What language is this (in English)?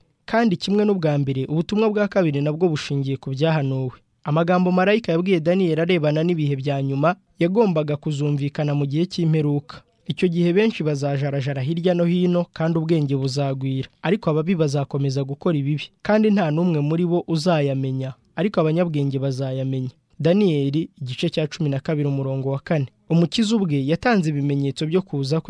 Kinyarwanda